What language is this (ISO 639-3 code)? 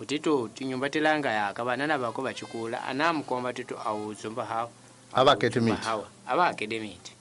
tso